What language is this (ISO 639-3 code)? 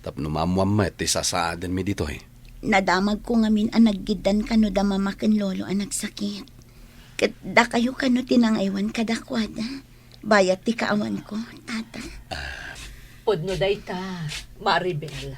ilo